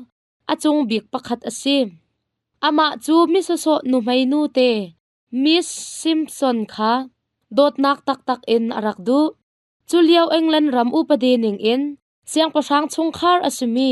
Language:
Hakha Chin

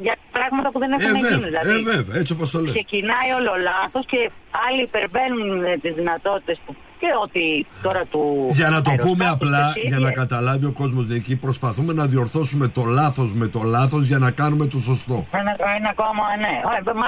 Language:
Greek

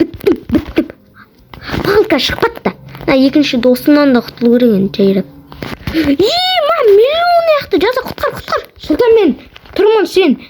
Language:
Kazakh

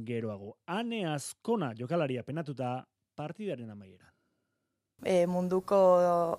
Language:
Basque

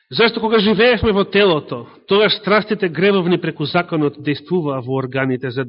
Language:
Macedonian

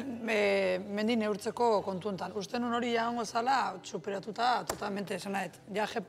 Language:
Basque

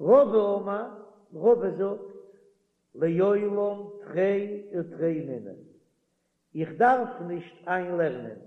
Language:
Yiddish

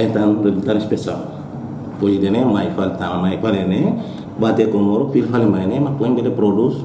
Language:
Tetum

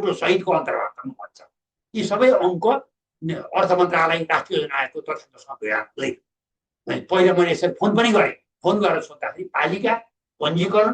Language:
Nepali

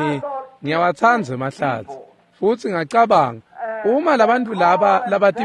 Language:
Swati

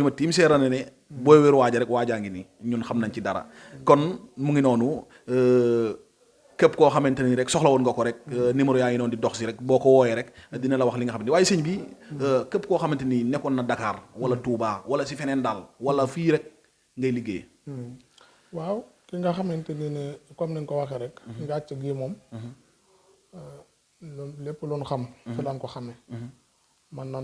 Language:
Wolof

